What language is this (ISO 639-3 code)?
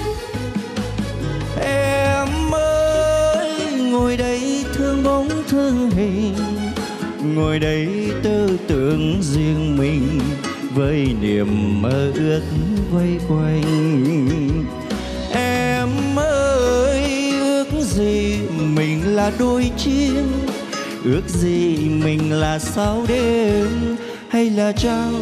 vie